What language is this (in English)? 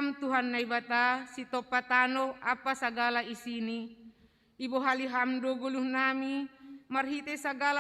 Batak Simalungun